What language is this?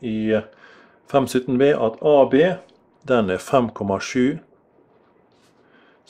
Norwegian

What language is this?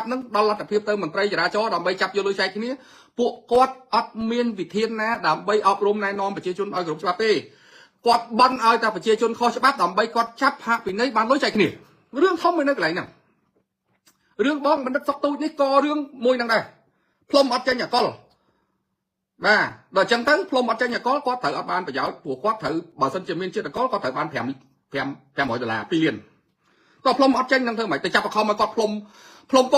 Khmer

